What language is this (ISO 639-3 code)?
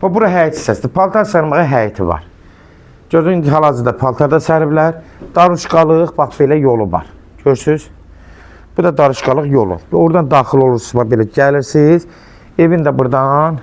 aze